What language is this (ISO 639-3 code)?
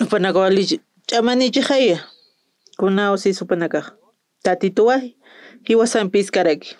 aym